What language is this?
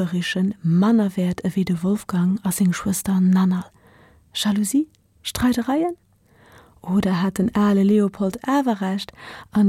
Luxembourgish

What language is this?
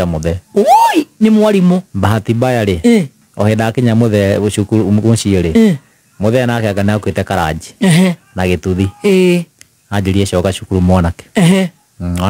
Kikuyu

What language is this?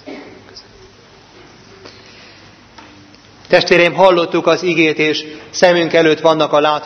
Hungarian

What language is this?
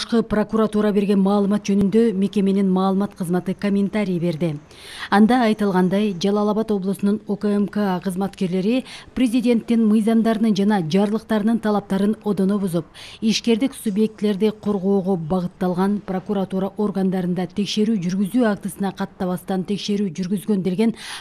Kyrgyz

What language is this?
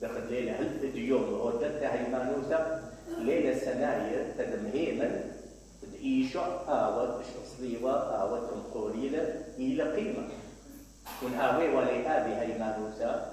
Mesopotamian Arabic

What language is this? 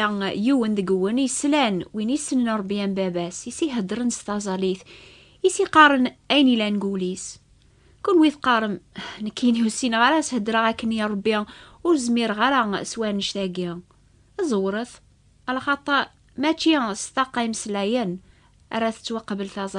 Kabyle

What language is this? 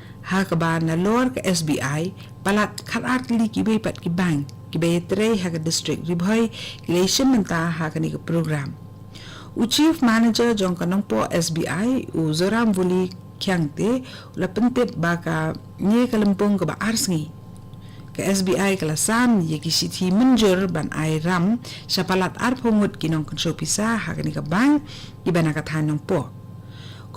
Khasi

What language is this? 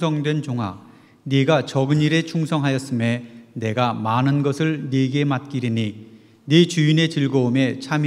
Korean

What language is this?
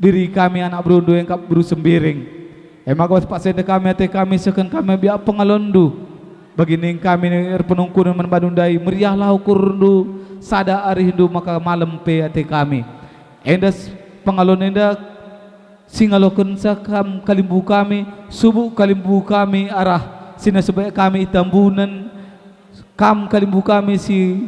Batak Karo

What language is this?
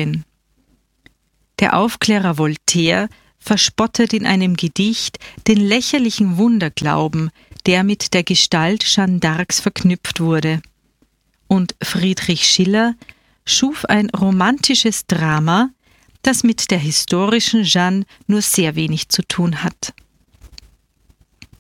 German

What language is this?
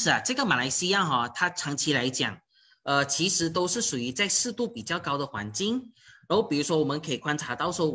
Chinese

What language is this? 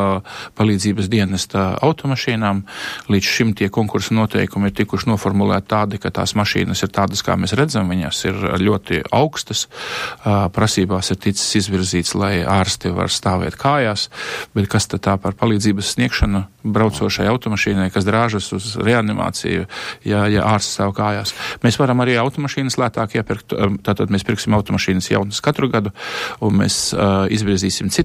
Latvian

